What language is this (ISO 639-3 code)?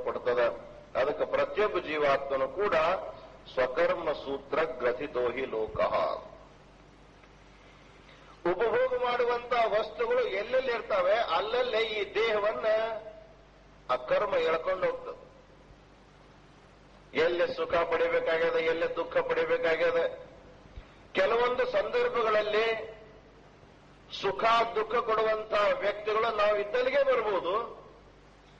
kan